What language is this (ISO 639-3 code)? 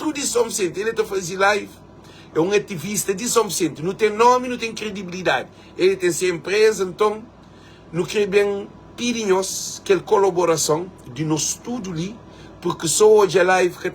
kea